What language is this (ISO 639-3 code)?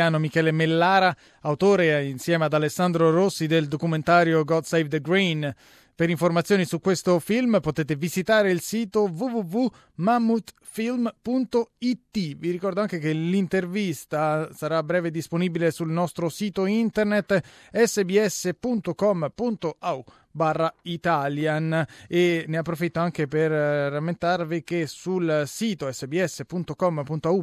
ita